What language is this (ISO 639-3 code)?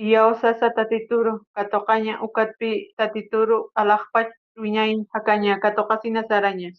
aym